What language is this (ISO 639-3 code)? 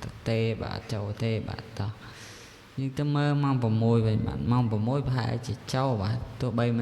khm